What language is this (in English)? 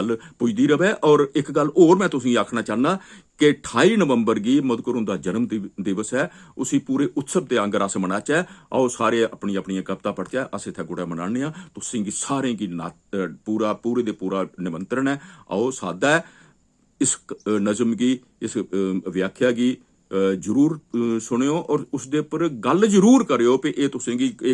Dogri